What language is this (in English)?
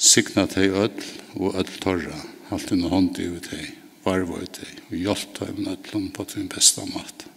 Faroese